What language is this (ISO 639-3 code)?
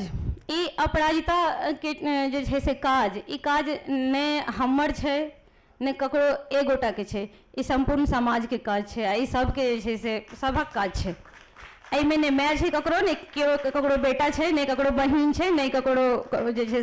mai